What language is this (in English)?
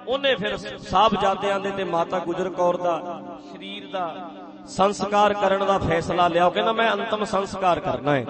Punjabi